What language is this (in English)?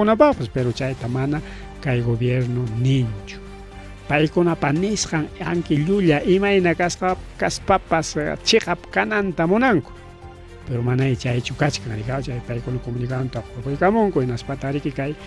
Ayacucho Quechua